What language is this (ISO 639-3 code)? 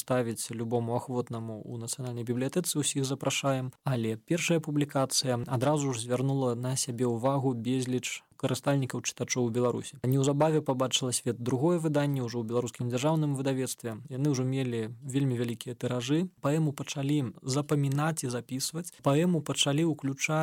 bel